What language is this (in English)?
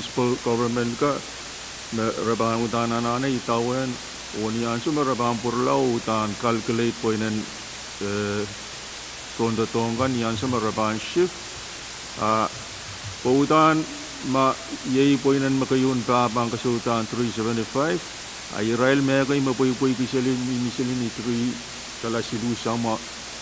Pohnpeian